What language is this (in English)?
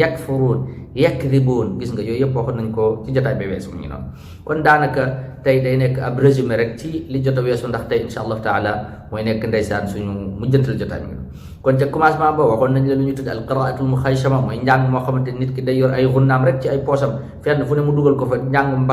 Wolof